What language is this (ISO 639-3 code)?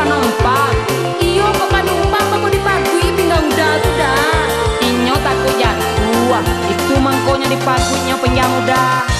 min